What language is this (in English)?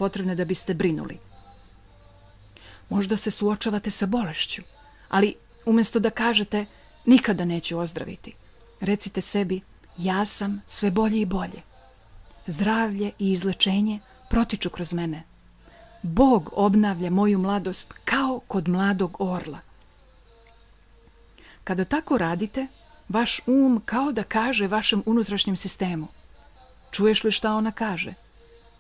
Serbian